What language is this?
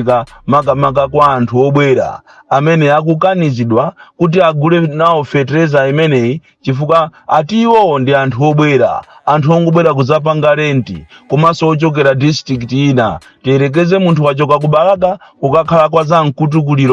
Nyanja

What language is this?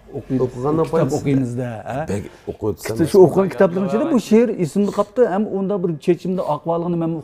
Uyghur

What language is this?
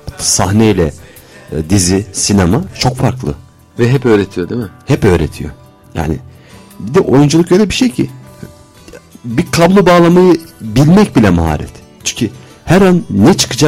Turkish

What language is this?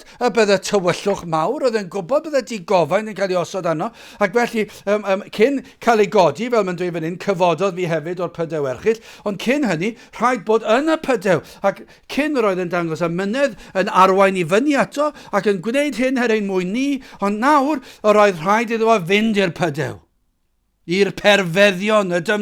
Welsh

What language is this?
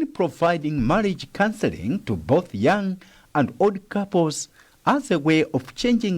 English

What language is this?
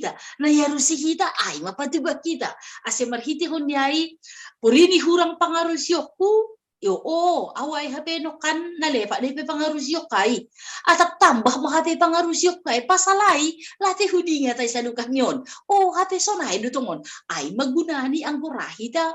Batak Simalungun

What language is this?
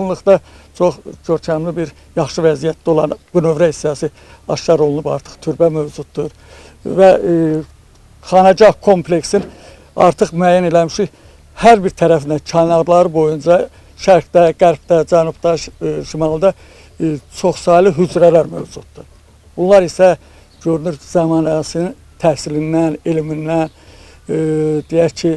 Azerbaijani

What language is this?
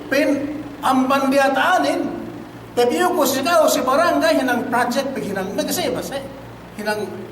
Yakan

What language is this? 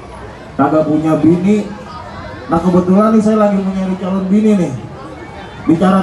Betawi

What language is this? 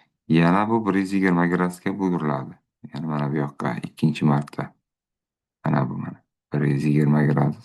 Uzbek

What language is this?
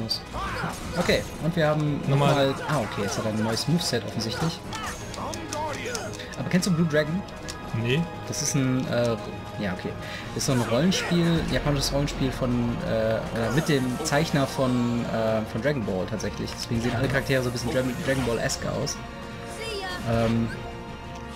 German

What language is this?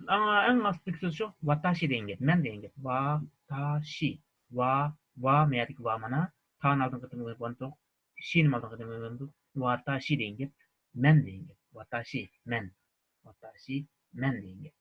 Uyghur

